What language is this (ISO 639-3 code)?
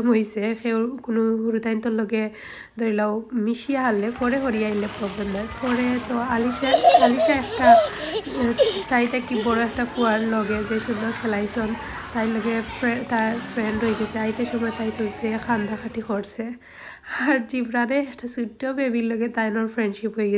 syl